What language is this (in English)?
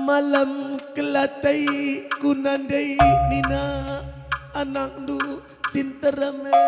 Batak Karo